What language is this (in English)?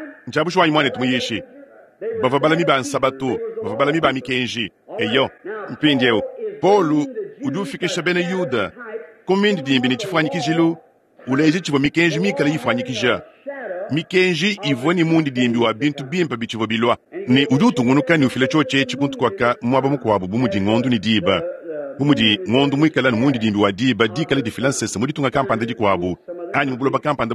Luba-Lulua